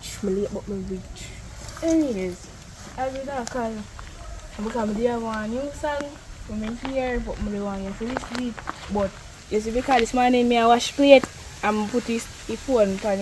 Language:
Jamaican Creole English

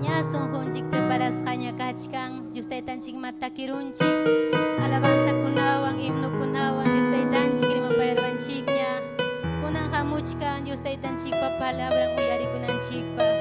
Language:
Ayacucho Quechua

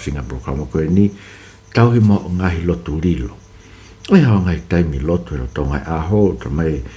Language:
Tongan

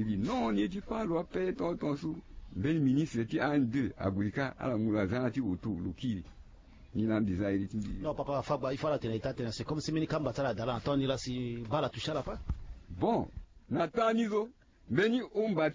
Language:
Sango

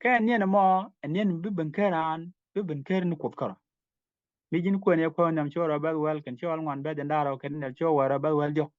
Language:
Nuer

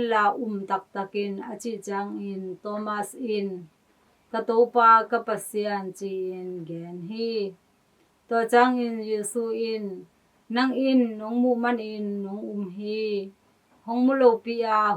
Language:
Tedim Chin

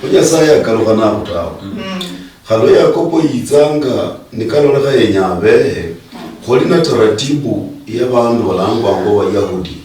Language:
Luyia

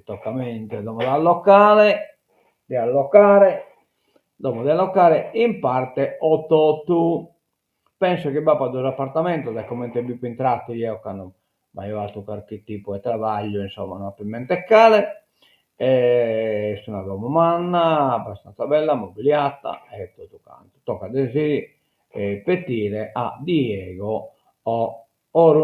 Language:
Sardinian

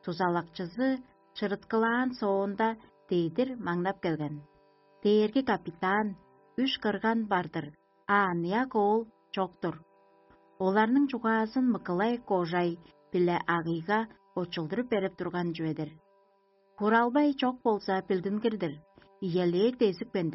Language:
Tuvinian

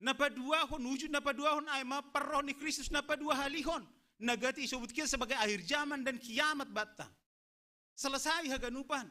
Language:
Batak Simalungun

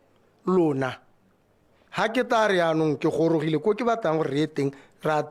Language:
Tswana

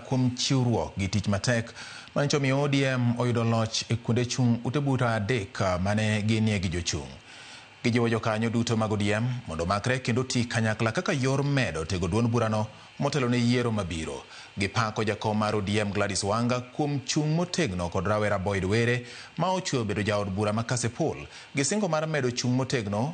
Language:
Luo (Kenya and Tanzania)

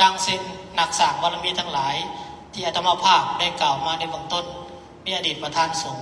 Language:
Lao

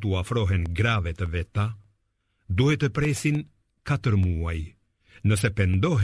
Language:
Albanian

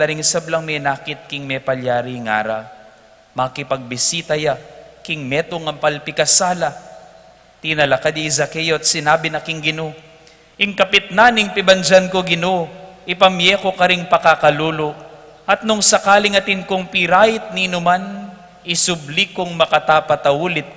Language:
Pampanga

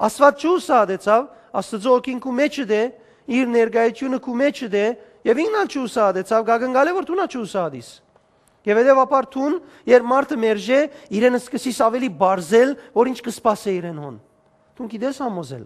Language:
Western Armenian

